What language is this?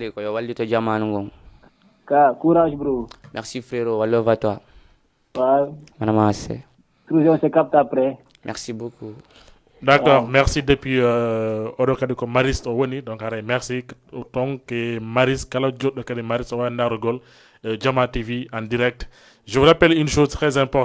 Fula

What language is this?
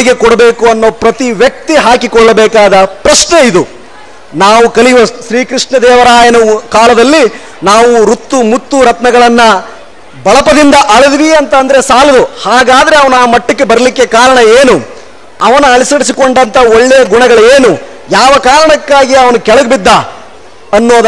Kannada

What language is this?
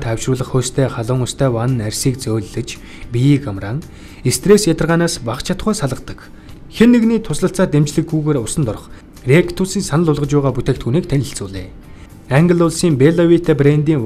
Mongolian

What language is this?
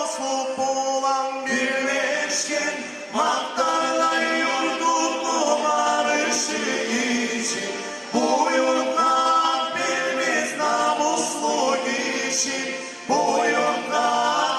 Kumyk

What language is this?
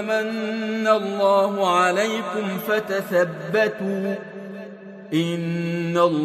Arabic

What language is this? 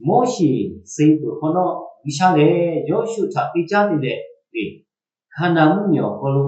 Lahu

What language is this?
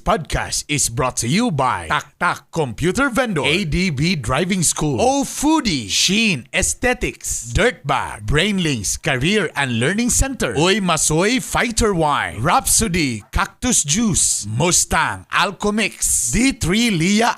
Cebuano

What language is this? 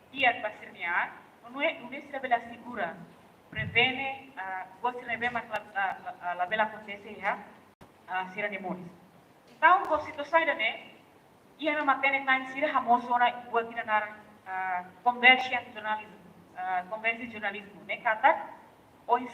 Tetum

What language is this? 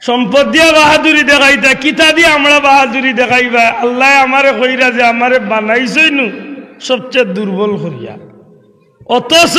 Sylheti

